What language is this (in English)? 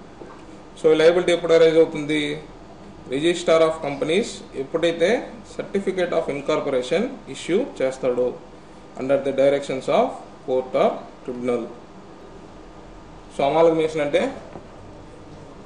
Telugu